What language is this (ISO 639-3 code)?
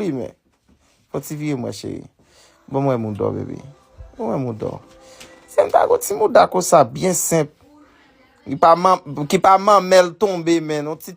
hat